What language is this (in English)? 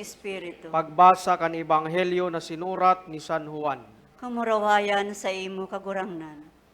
Bikol